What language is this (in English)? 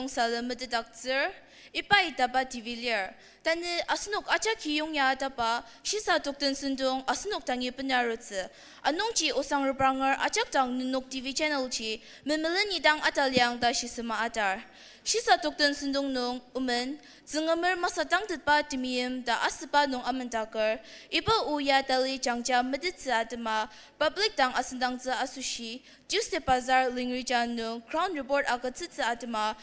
Ao Naga